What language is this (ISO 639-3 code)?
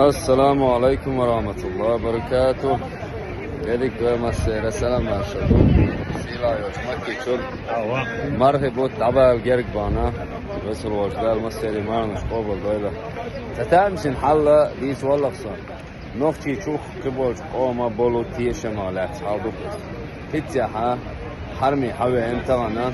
che